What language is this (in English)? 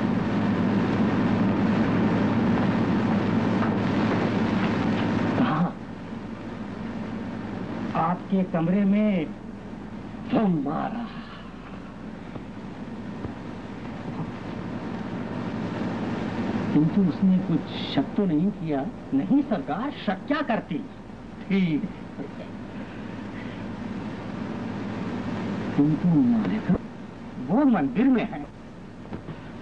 Hindi